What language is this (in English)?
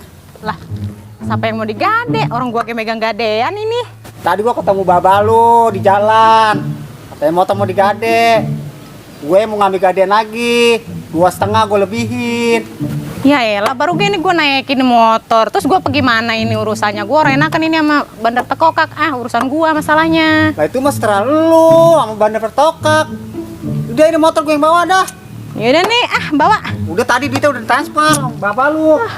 Betawi